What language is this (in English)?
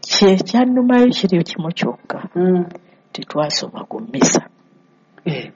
Ganda